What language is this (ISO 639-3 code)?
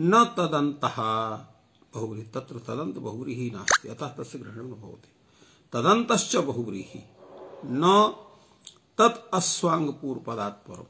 san